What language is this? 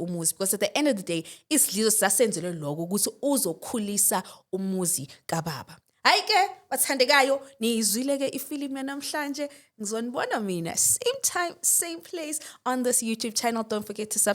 Zulu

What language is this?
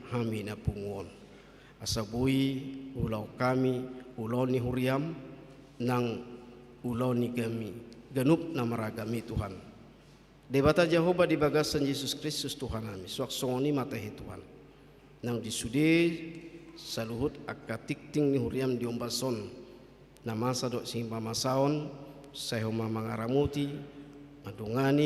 Batak Toba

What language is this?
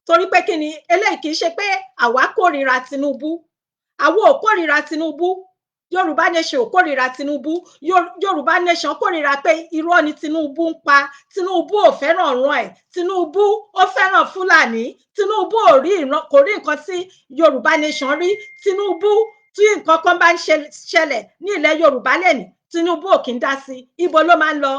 Yoruba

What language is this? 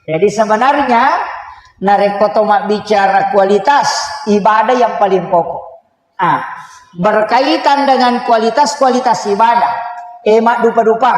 Buginese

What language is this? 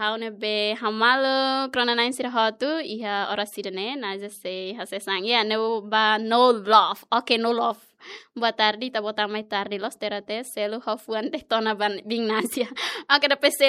Tetum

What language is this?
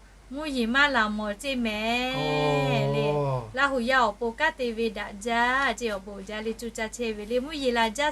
Lahu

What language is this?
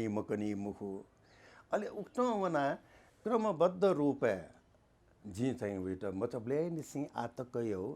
Newari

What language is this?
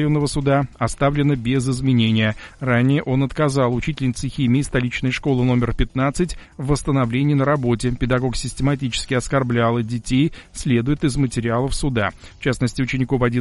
Russian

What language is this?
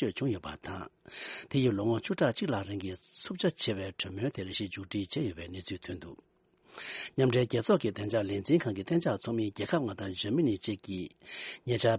Tibetan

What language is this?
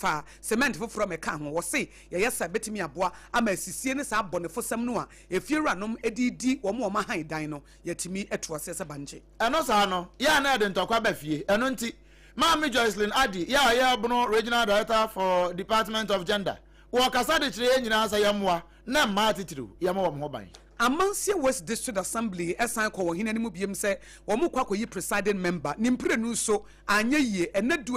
Akan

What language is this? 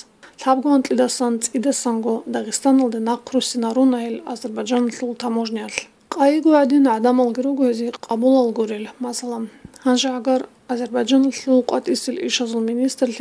Avaric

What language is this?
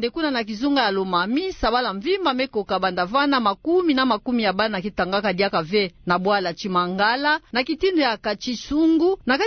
Kituba (Democratic Republic of Congo)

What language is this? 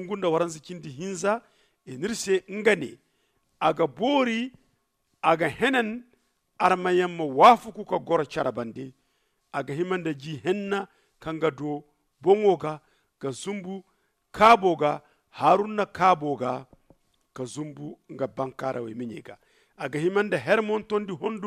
Zarma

